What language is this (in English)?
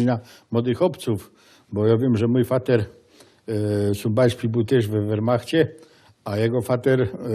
Silesian